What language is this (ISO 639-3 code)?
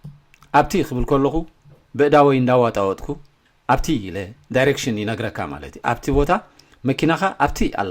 tir